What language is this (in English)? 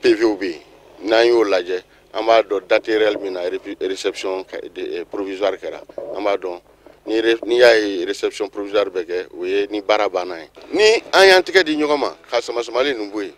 Bambara